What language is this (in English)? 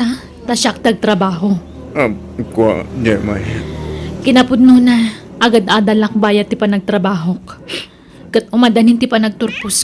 Iloko